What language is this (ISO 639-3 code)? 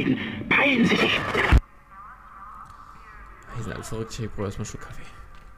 deu